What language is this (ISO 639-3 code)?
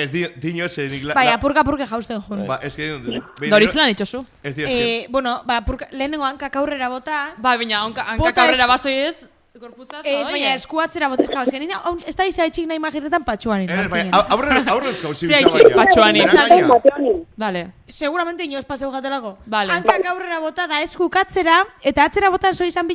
eus